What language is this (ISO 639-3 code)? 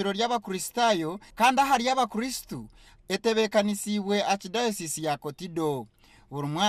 nyn